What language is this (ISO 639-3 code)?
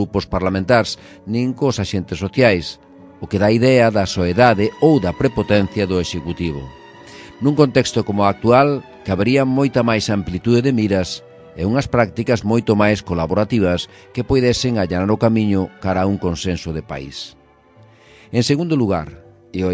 glg